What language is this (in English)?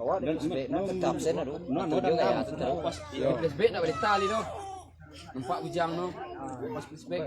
Minangkabau